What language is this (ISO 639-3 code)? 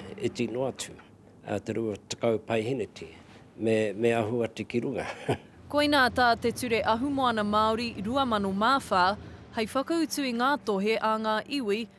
mri